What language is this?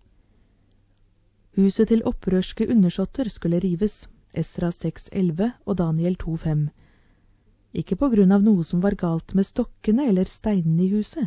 Norwegian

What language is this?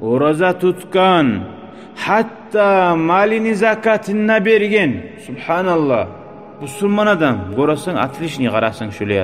Kumyk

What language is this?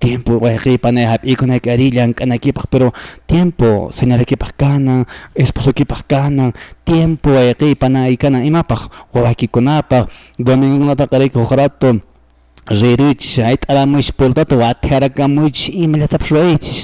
Quechua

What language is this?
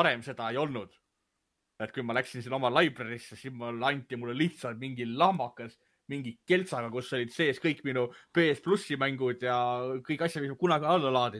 Estonian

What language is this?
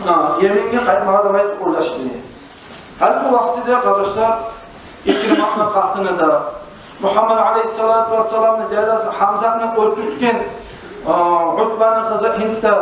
Kumyk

